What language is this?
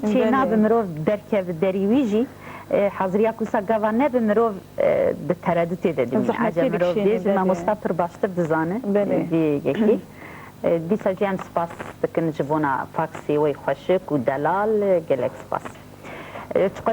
Kurdish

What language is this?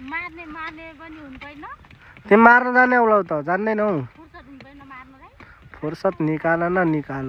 Nepali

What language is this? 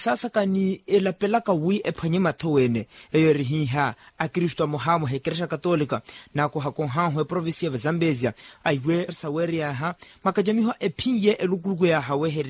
Makhuwa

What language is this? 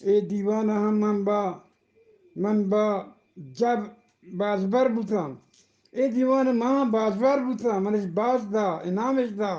Eastern Balochi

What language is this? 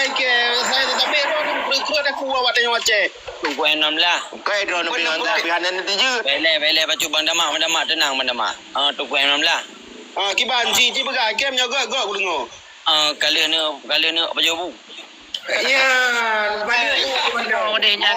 Achinese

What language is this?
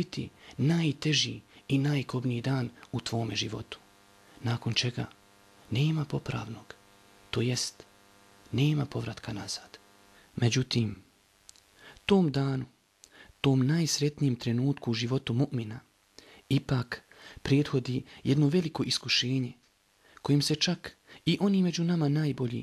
Bosnian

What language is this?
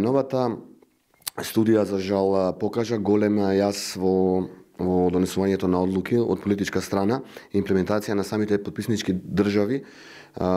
Macedonian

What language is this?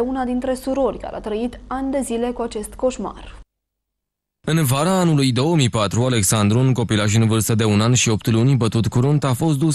Romanian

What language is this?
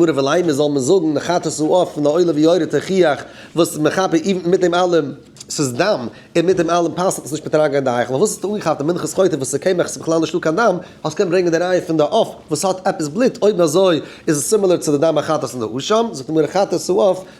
Yiddish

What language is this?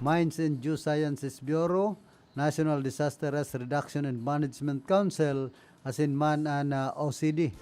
Bikol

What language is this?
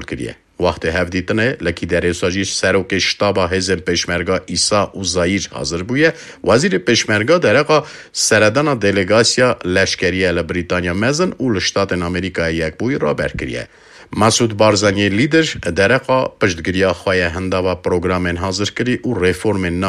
Kurdish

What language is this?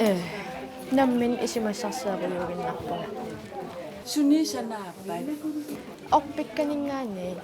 Kalaallisut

